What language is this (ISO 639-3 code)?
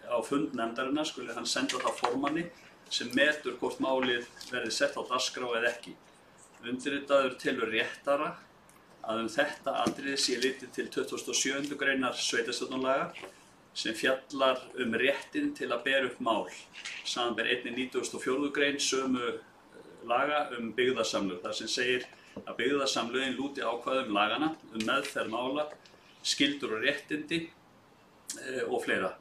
isl